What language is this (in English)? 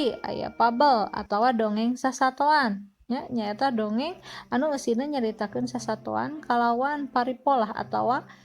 Sundanese